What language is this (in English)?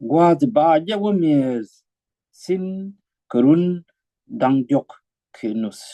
Nuer